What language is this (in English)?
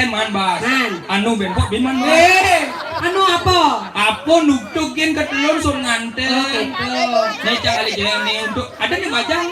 Balinese